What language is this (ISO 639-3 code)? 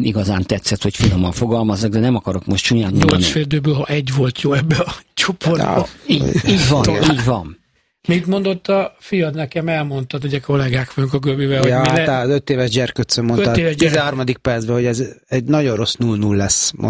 hun